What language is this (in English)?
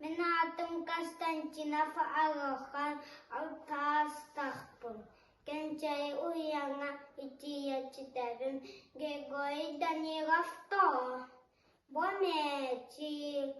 Yakut